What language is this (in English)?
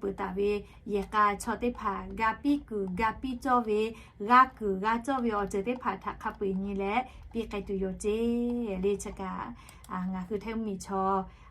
Lahu